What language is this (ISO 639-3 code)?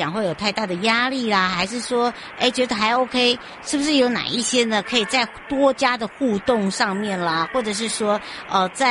zho